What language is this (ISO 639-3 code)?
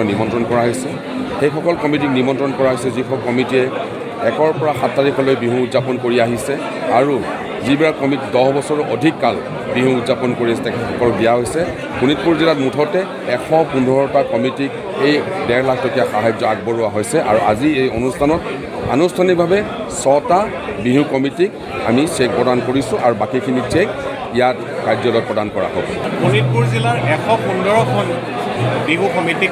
asm